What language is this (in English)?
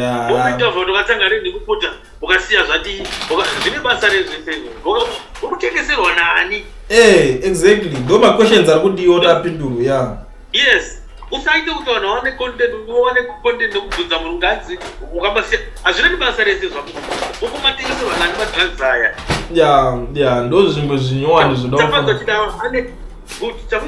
Shona